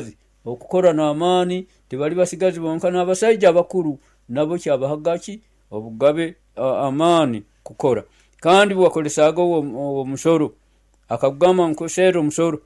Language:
Nyoro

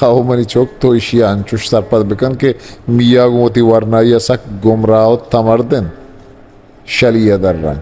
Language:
Eastern Balochi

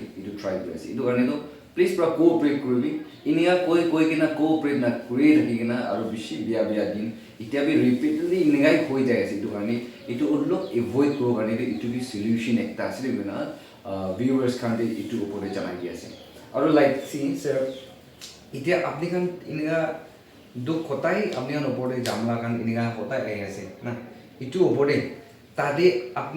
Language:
Naga Pidgin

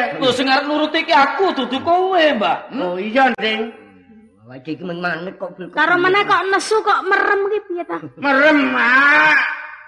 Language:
Javanese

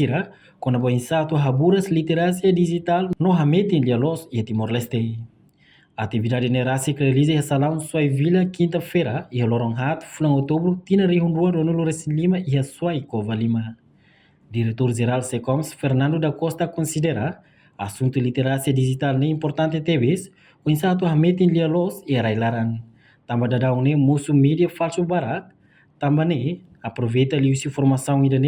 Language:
Tetum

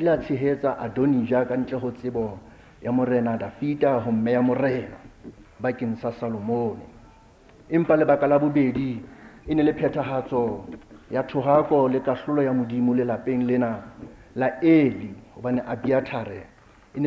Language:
Southern Sotho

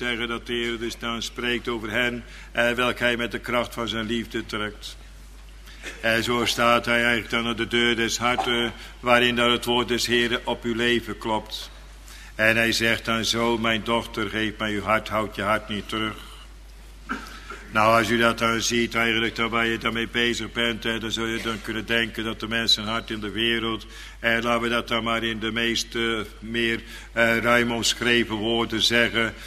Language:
Dutch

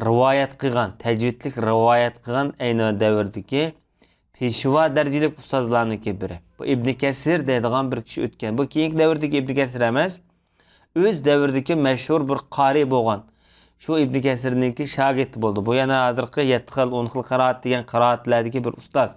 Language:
Uyghur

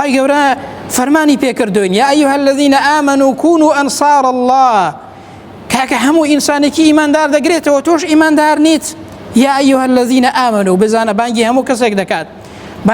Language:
Central Kurdish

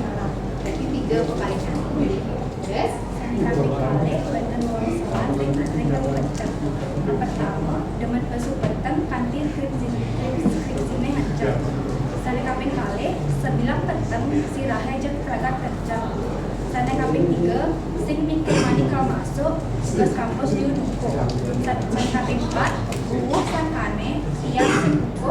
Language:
Balinese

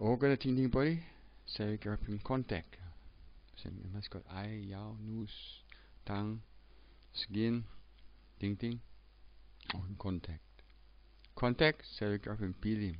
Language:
Tok Pisin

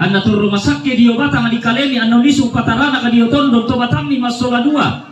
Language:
Toraja-Sa'dan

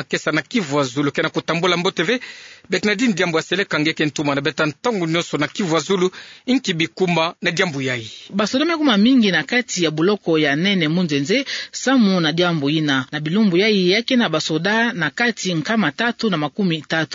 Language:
Kituba (Democratic Republic of Congo)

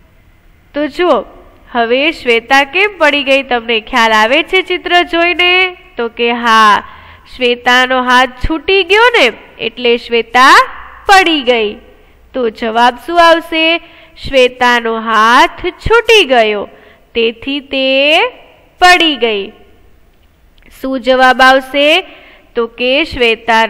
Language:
Gujarati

